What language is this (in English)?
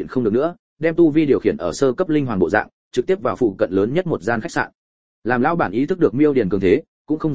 Vietnamese